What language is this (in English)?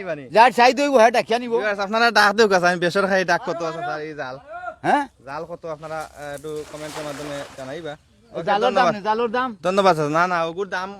Sylheti